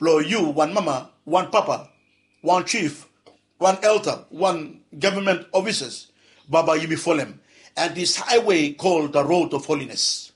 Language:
Bislama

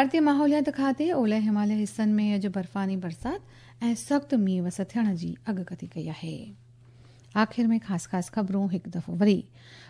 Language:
Sindhi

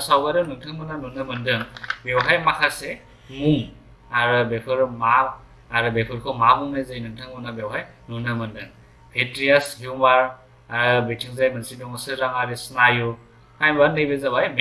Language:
Bodo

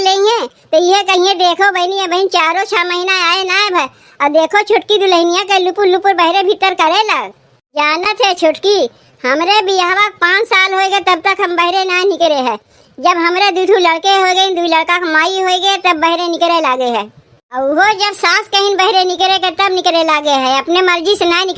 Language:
Awadhi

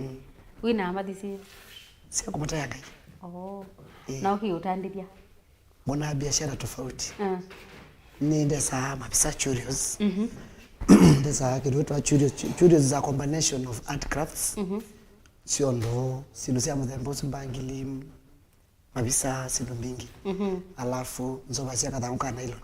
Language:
Kamba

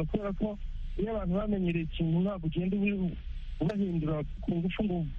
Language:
Kinyarwanda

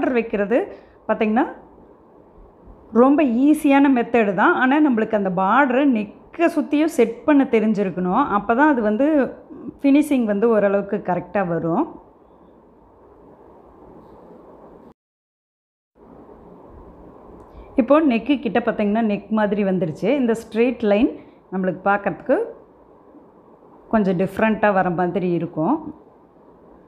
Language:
Tamil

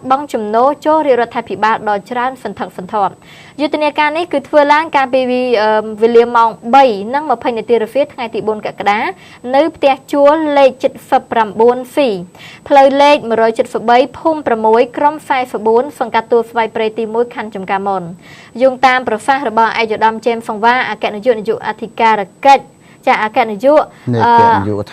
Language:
Khmer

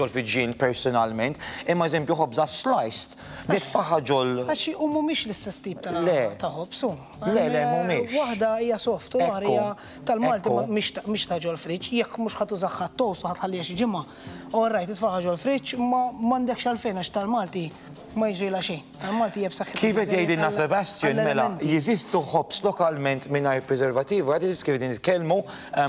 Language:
Maltese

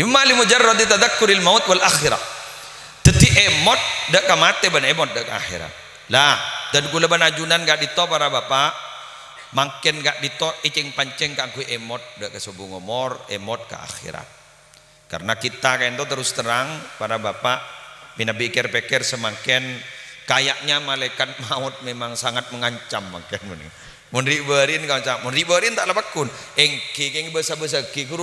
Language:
Madurese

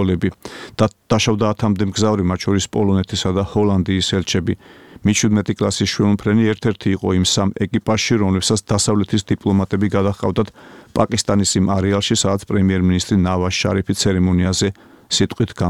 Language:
Georgian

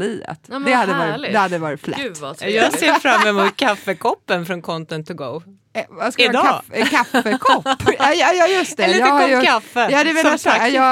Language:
Swedish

